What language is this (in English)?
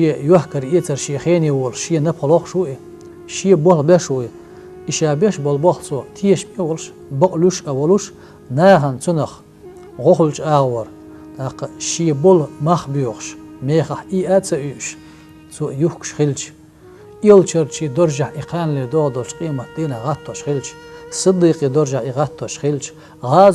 Chechen